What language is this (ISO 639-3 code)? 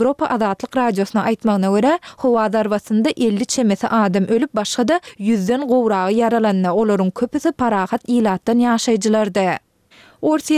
tuk